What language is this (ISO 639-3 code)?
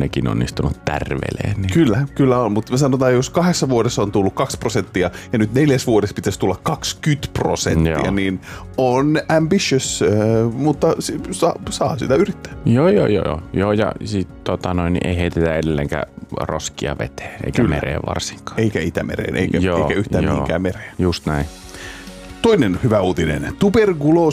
fin